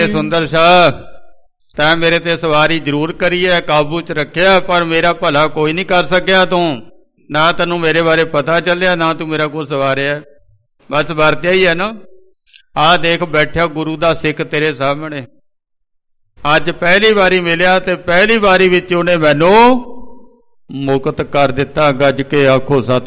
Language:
Punjabi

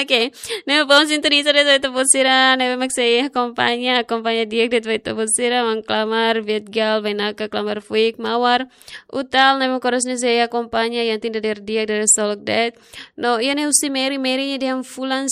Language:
Tetum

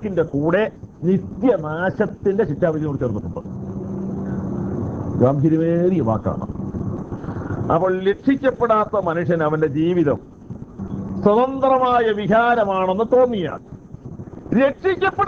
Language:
Malayalam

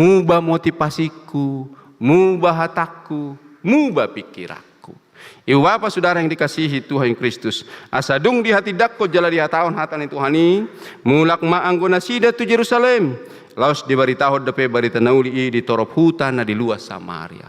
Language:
Batak Toba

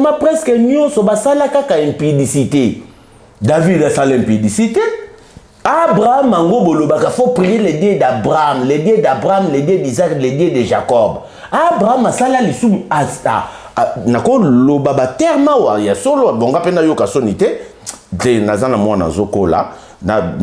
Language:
Lingala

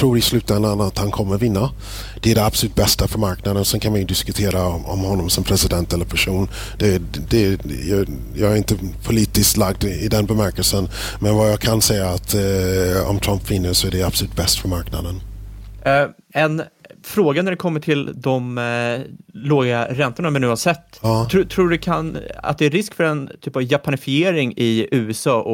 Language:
Swedish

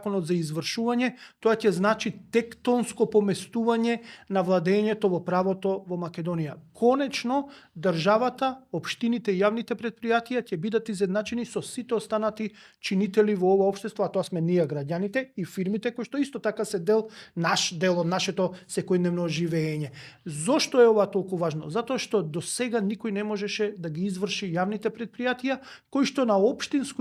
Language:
Macedonian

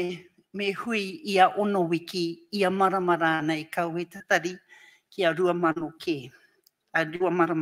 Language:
Māori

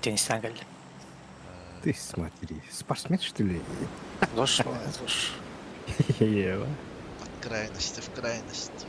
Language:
Yakut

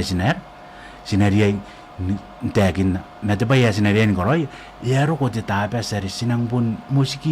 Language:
Gilbertese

